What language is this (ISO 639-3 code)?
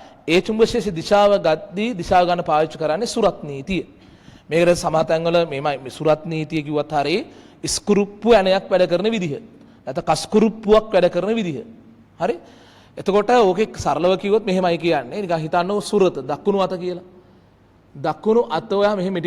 sin